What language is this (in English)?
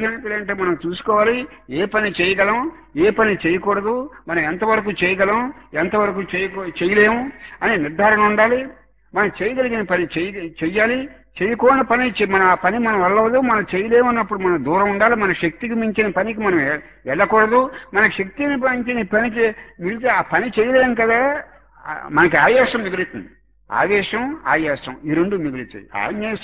Telugu